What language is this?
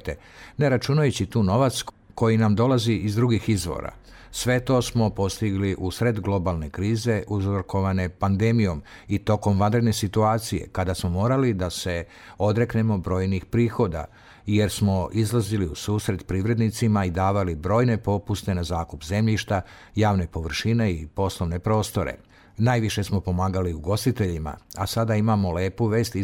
Serbian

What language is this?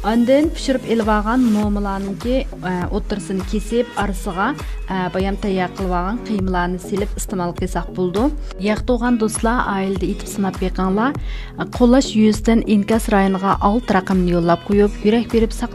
Uyghur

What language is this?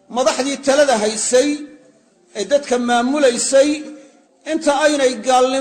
Somali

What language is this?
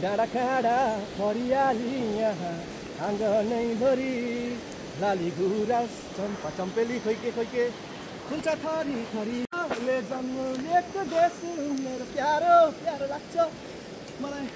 Nepali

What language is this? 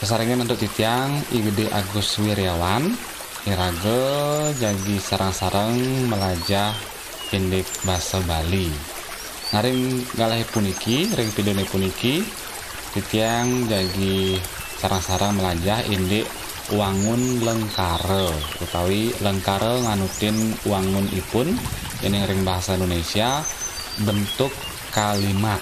Balinese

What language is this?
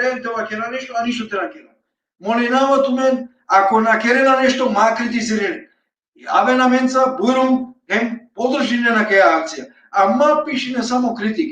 Balkan Romani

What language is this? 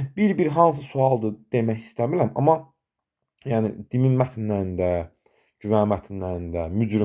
Azerbaijani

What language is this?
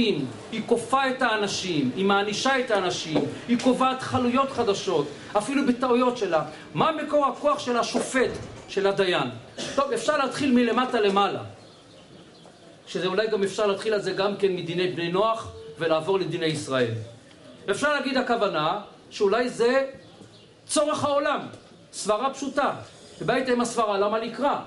Hebrew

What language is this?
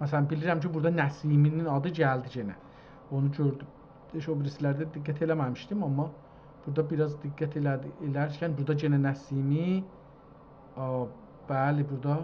South Azerbaijani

